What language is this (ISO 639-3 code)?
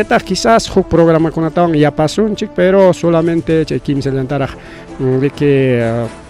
quy